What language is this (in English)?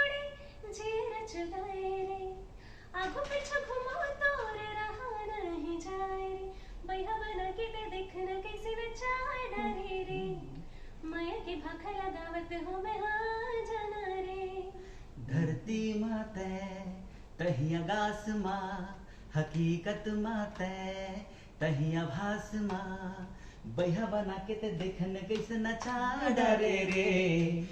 Chhattisgarhi